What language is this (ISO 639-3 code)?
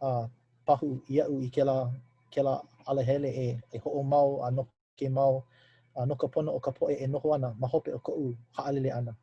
haw